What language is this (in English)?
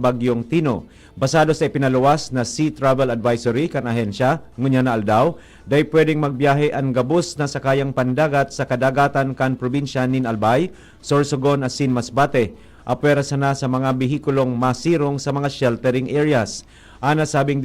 Bikol